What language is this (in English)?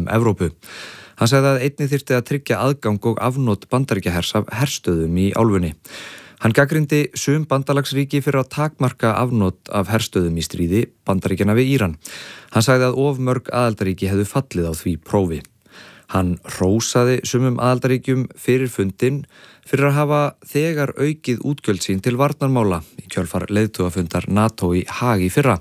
Icelandic